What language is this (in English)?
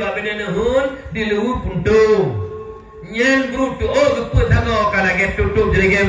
Achinese